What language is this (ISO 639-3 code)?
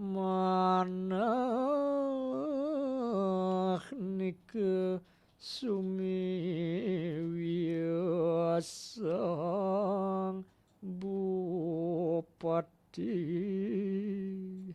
ban